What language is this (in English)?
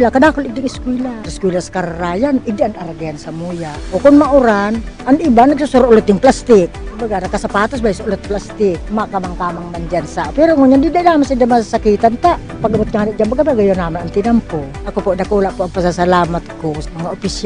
Bikol